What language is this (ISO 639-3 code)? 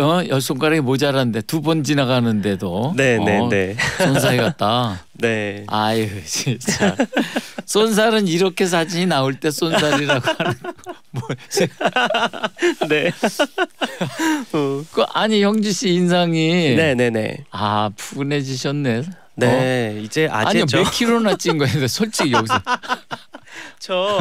kor